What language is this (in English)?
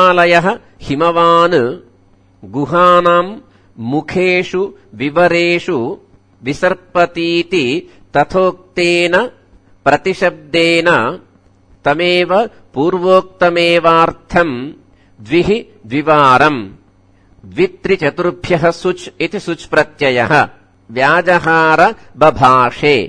Sanskrit